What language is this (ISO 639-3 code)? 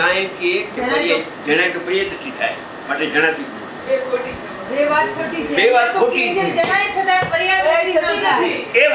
guj